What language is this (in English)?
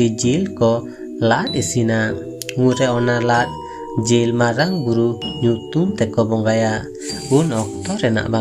Santali